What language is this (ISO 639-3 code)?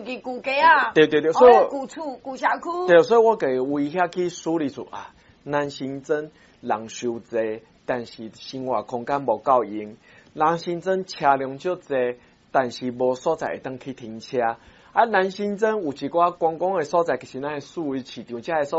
nan